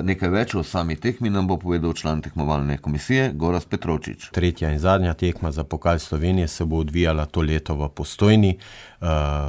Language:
Slovenian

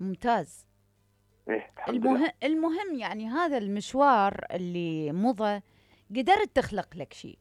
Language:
Mesopotamian Arabic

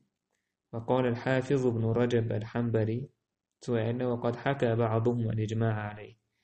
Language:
Chechen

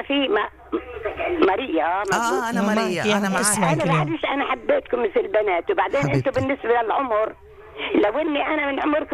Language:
North Levantine Arabic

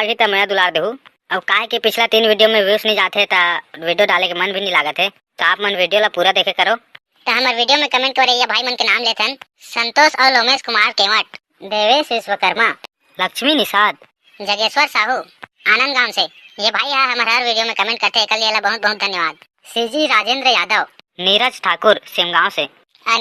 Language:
Chhattisgarhi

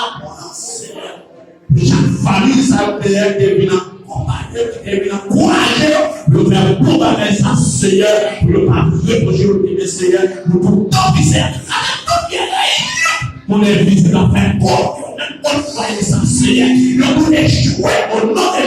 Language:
Haitian Creole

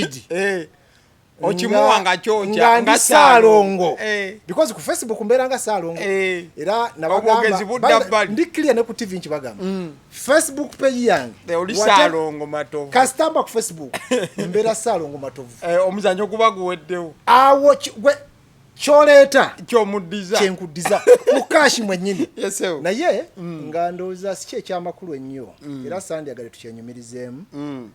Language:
Ganda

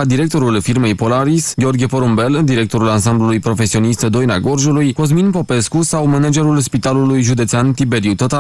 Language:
Romanian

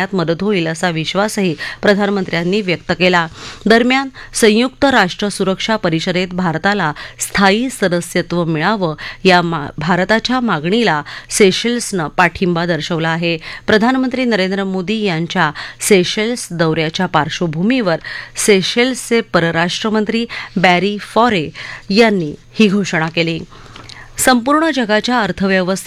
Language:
Marathi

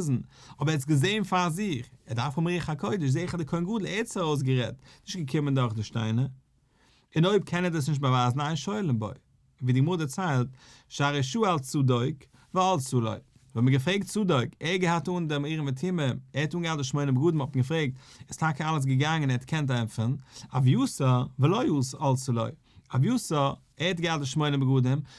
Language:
Yiddish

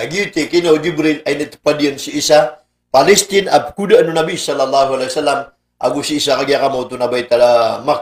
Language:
Maranao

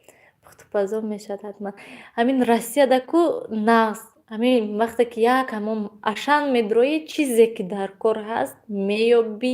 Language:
Tajik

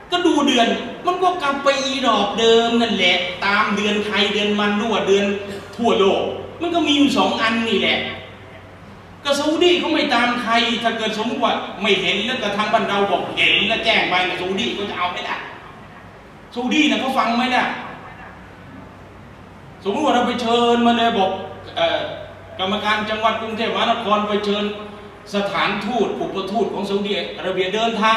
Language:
Thai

